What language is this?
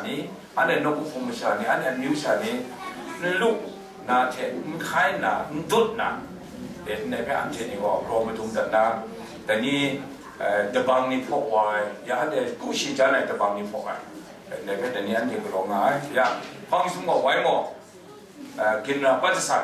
Kachin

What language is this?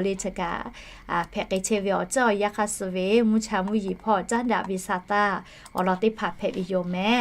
Lahu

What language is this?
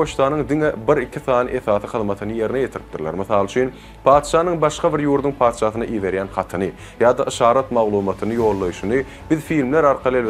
Turkmen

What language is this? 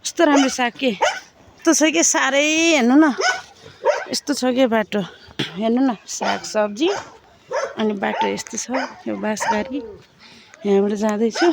Nepali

